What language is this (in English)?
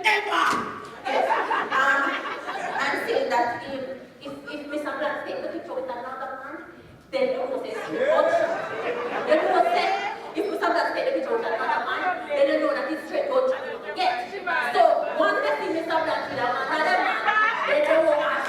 Jamaican Creole English